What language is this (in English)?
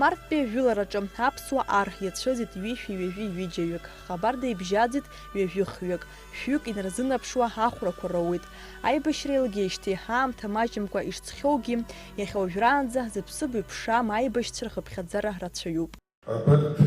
Abkhazian